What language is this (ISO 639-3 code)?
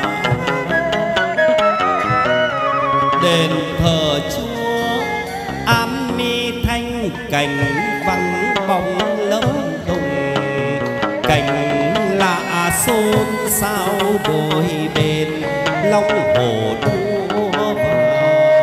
vie